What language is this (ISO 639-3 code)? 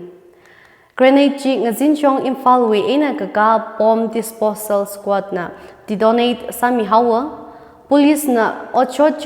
nmf